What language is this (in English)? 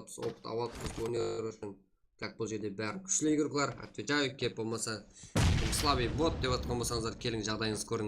Kara-Kalpak